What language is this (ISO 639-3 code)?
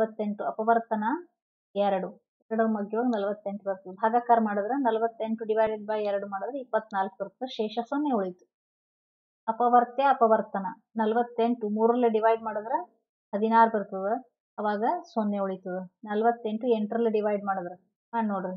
kan